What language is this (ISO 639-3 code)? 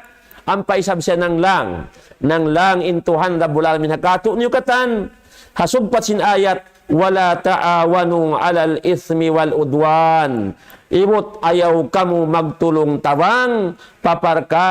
tsg